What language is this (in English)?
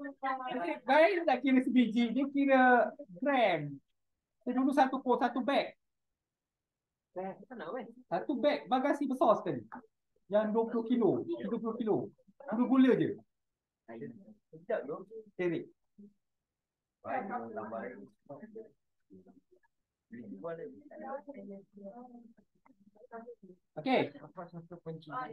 Malay